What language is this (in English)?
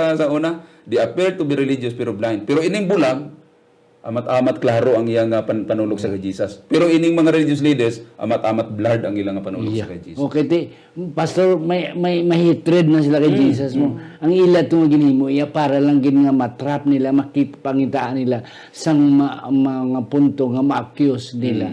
Hiligaynon